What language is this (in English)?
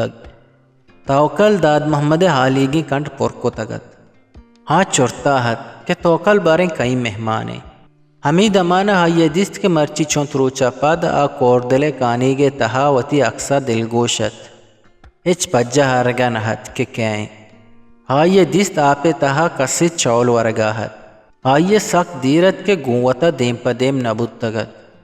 Eastern Balochi